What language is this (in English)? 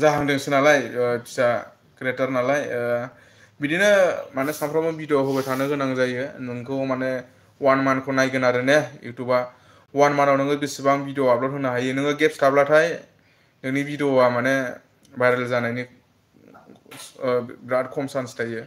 Bodo